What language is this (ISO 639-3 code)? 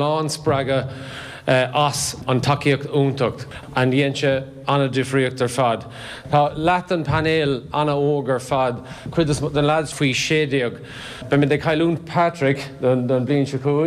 gle